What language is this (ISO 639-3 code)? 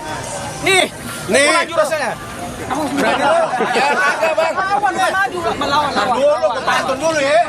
bew